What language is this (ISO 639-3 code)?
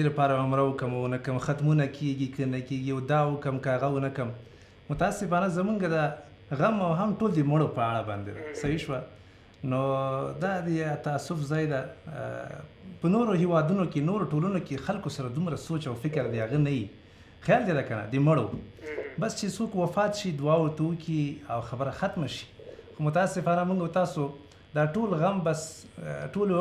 pus